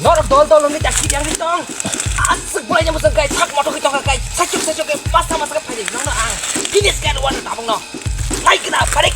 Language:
Kok Borok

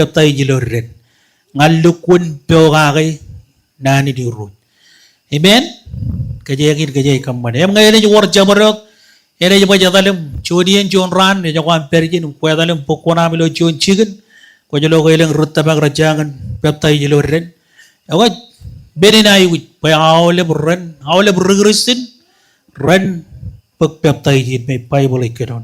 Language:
Marshallese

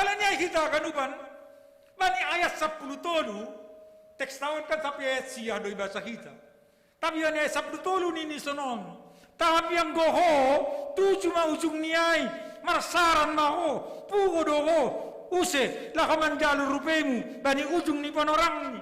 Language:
Batak Simalungun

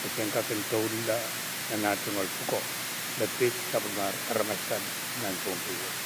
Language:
Pohnpeian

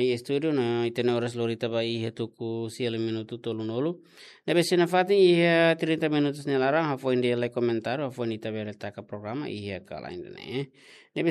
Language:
Tetum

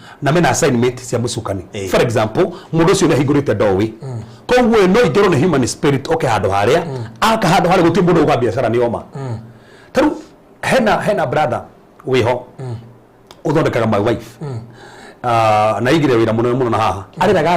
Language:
Kikuyu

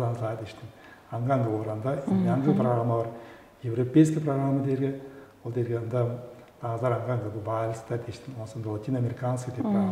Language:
Tuvinian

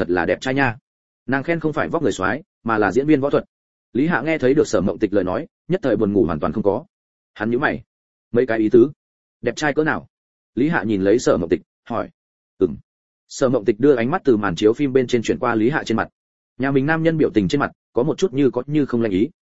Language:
Vietnamese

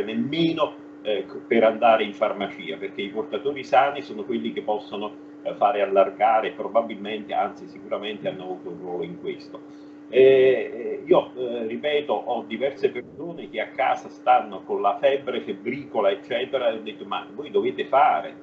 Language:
Italian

